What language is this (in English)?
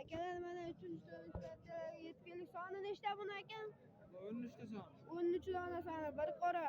Uzbek